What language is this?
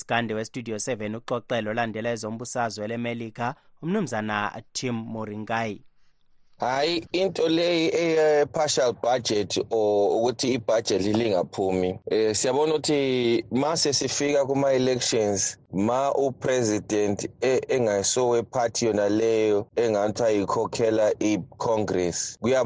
North Ndebele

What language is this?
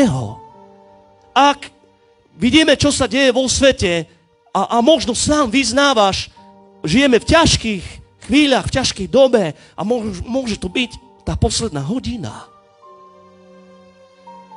Slovak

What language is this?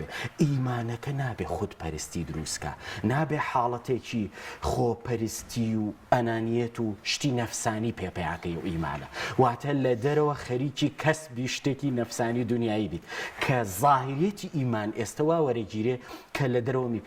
Central Kurdish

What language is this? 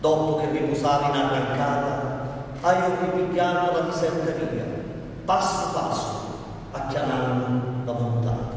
Sicilian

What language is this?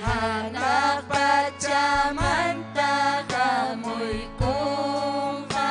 Ayacucho Quechua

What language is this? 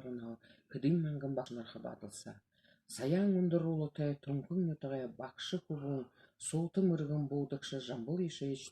Buriat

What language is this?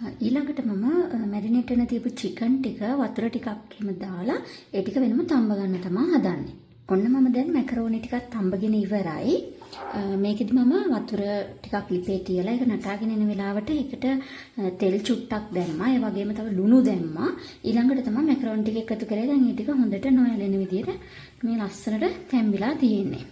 Sinhala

